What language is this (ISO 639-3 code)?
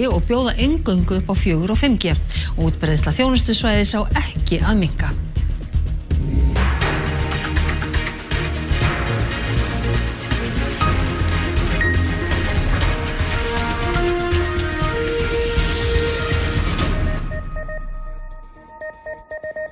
isl